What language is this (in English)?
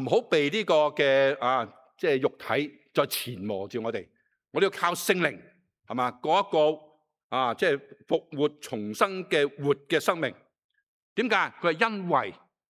Cantonese